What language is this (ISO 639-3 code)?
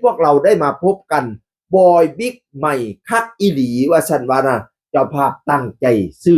tts